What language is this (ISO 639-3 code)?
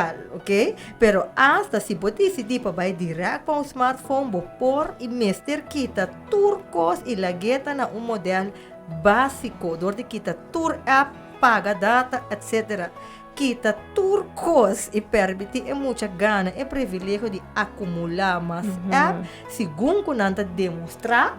pap